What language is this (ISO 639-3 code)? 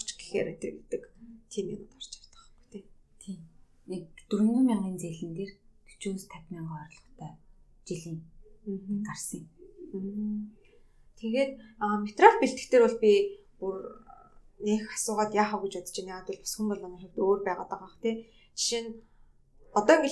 mon